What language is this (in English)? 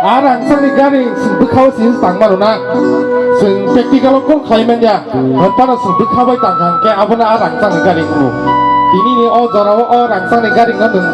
Kok Borok